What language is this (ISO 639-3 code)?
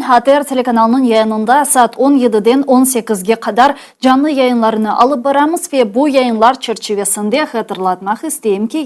crh